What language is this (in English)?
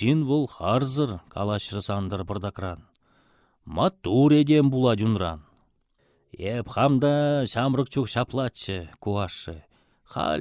Chuvash